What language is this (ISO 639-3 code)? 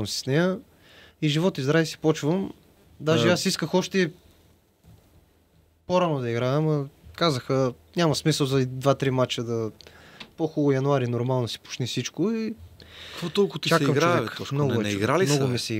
bul